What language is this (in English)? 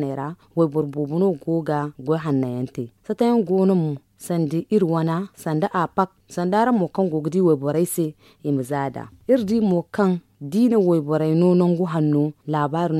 Zarma